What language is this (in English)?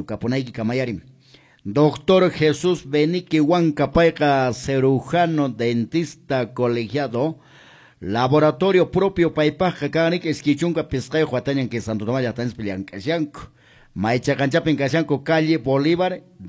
Quechua